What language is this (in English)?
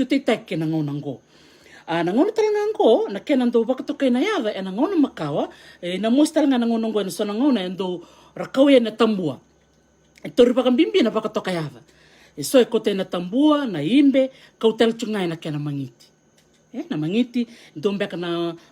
Fijian